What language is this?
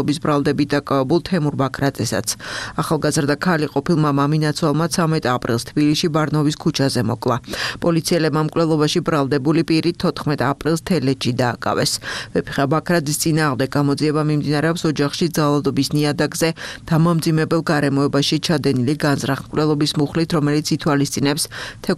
Georgian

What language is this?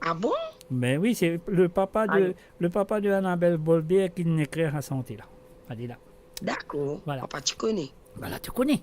Morisyen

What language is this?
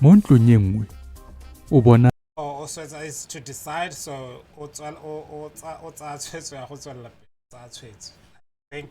Tswana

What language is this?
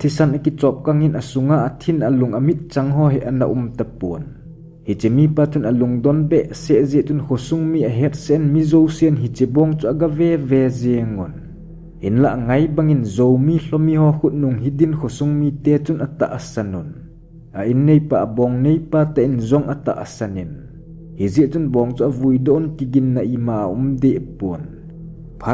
Thado Chin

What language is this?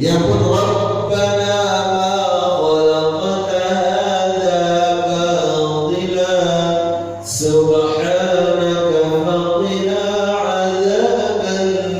Sasak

